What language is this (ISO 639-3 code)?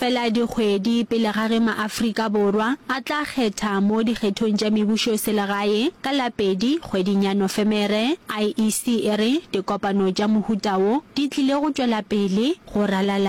nso